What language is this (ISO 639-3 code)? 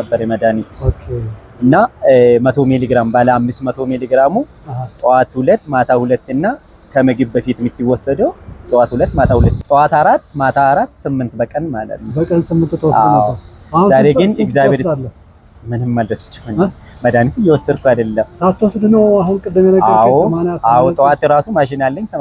amh